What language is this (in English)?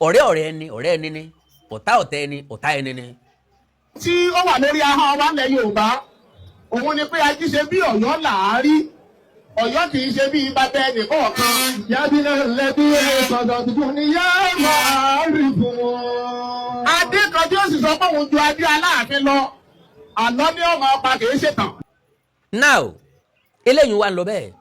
Yoruba